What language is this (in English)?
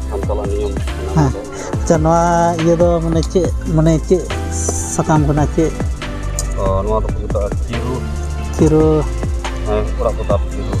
Santali